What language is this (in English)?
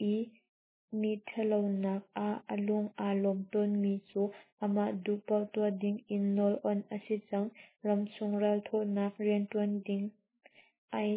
Hakha Chin